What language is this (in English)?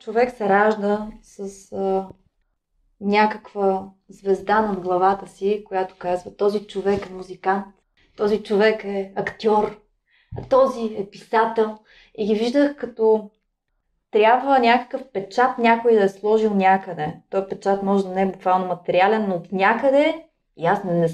Bulgarian